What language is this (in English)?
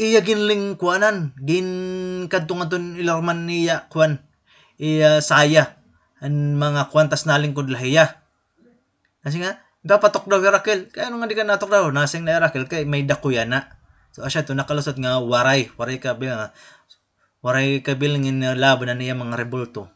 Waray